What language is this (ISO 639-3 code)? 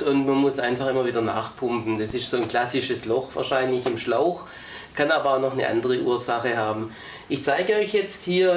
deu